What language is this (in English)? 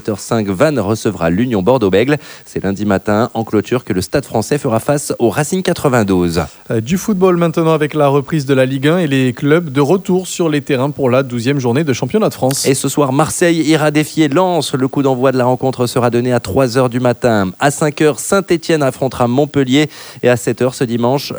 French